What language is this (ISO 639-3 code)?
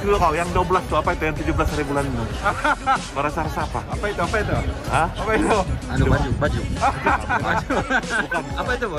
msa